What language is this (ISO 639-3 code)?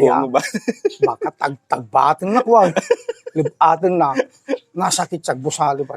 ilo